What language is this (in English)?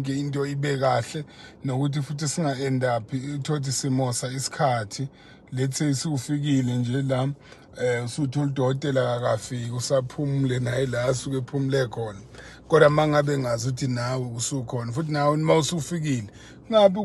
Zulu